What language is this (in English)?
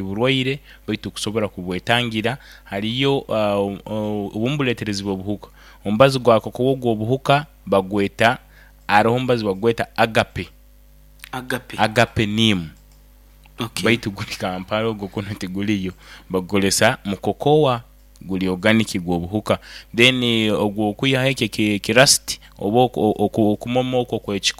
Nyoro